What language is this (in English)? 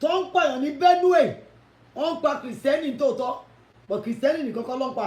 Yoruba